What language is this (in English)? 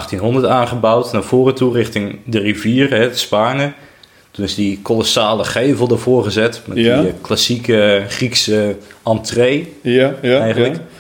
Dutch